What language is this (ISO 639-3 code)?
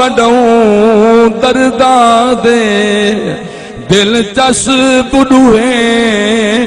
skr